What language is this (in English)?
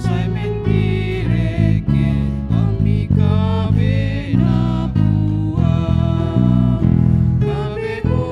Toraja-Sa'dan